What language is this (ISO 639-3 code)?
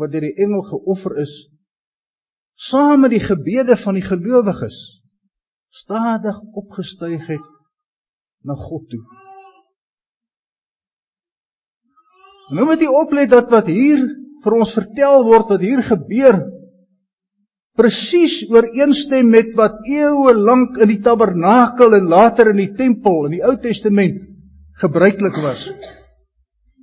afr